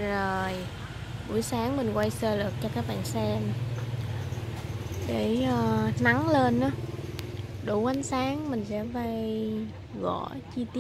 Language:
Vietnamese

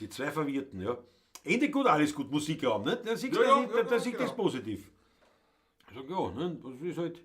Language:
Bavarian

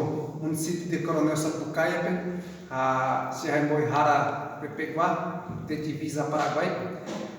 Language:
Guarani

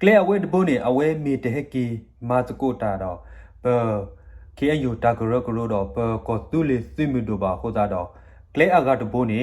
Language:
S'gaw Karen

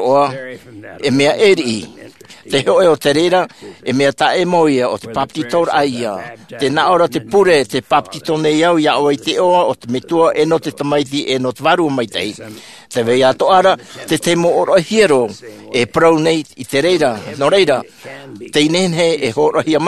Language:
Tahitian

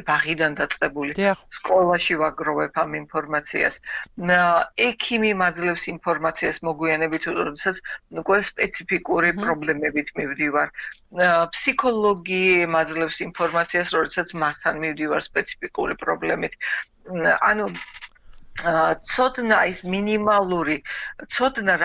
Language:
Georgian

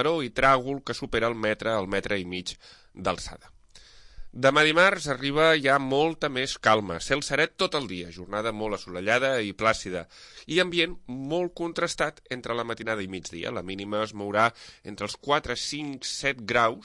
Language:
Catalan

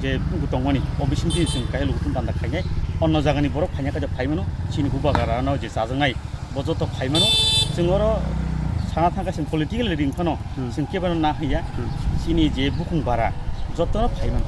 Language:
Kok Borok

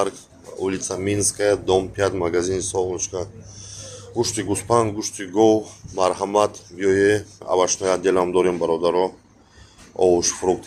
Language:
Tajik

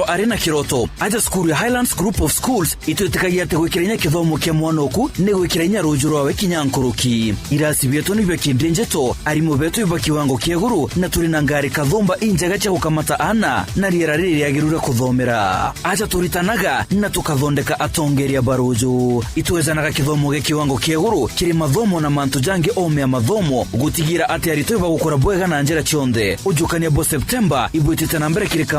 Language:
Meru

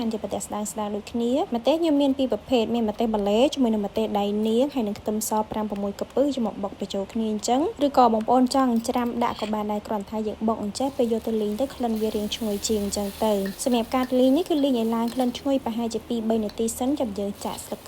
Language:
Khmer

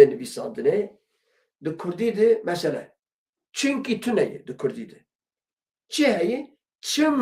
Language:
Kurdish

